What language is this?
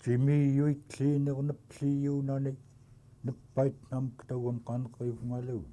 Central Yupik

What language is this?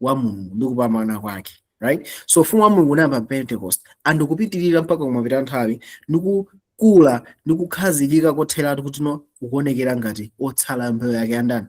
Nyanja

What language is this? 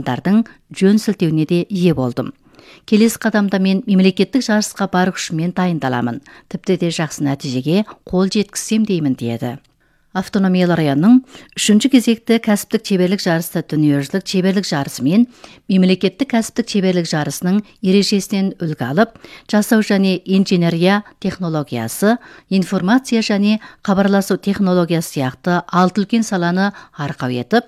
Kazakh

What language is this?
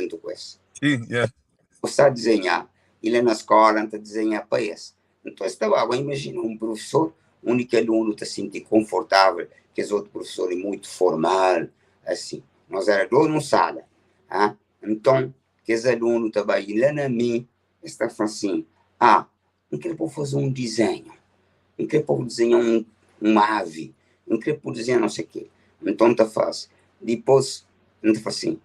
Kabuverdianu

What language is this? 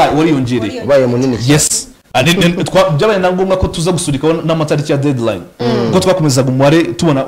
Kinyarwanda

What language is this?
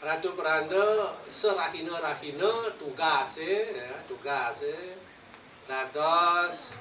Balinese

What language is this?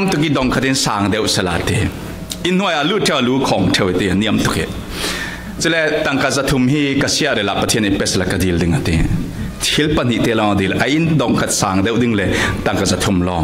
Falam Chin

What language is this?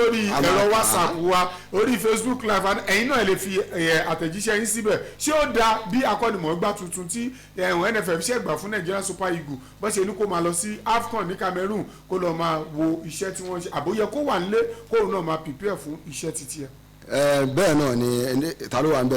Yoruba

